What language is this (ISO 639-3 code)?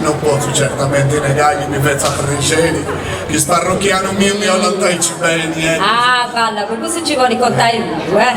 srd